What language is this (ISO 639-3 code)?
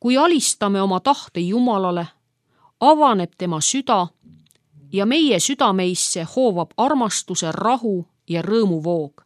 est